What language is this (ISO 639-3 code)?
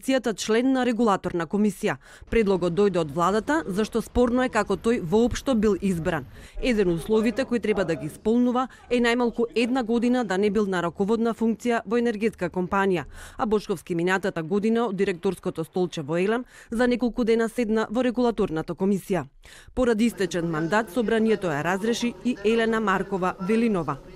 mkd